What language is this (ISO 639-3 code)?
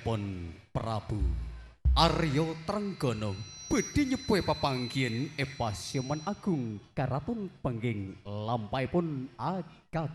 mad